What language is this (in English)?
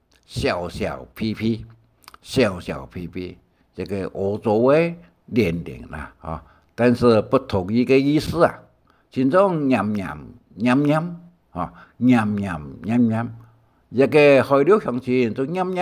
Hakka Chinese